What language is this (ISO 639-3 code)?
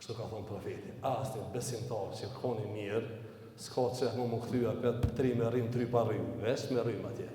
sqi